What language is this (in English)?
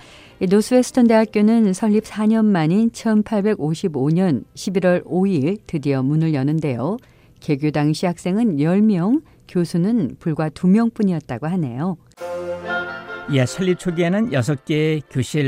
Korean